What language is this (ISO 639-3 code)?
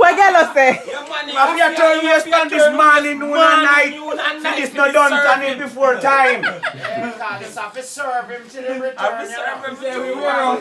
jam